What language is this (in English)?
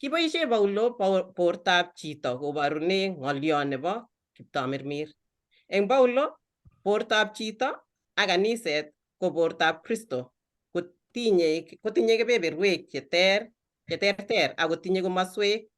Kalenjin